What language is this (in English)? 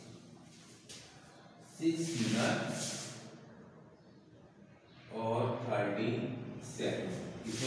Hindi